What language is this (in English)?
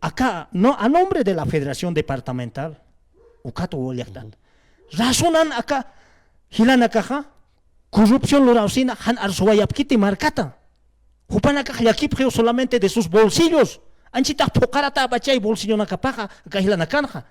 Aymara